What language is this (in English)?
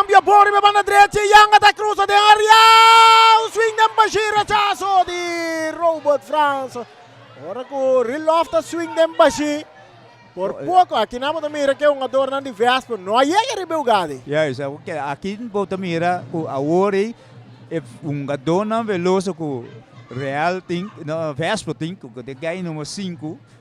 Papiamento